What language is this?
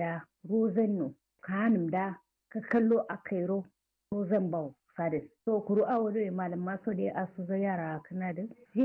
Kanuri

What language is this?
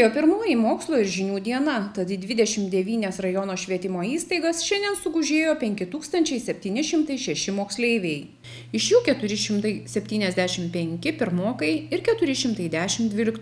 Lithuanian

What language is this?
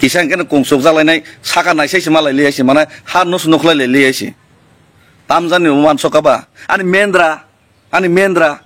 Kok Borok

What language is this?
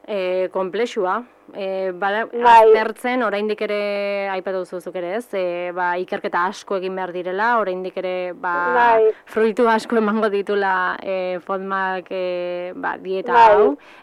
Basque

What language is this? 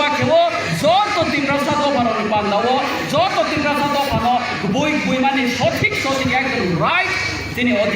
Riang (India)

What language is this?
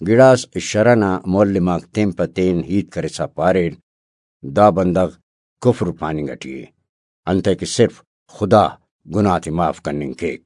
Brahui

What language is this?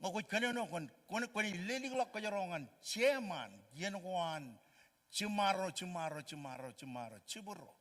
Marshallese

